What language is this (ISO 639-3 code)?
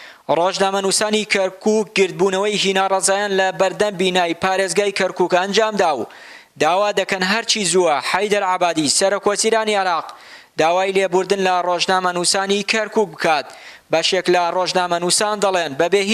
ckb